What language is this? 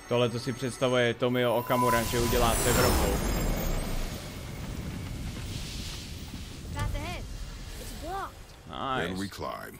Czech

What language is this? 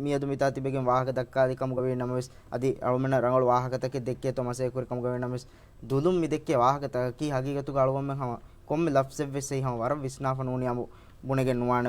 Divehi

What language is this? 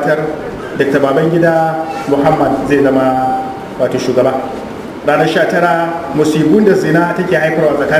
Hausa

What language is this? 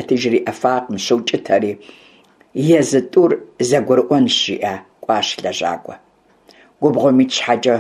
Kabardian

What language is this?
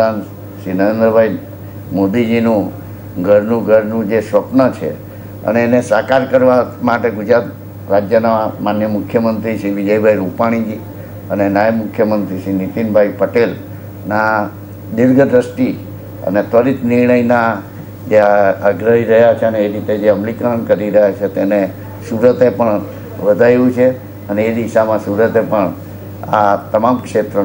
Gujarati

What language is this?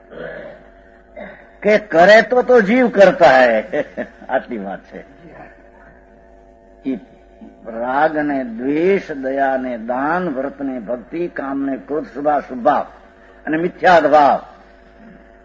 Gujarati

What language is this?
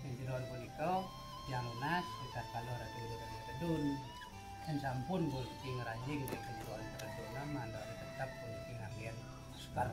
Balinese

